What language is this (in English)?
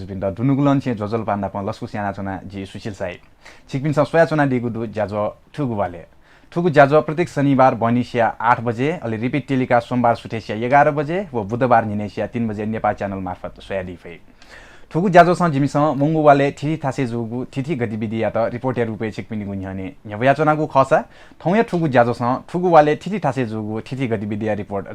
Newari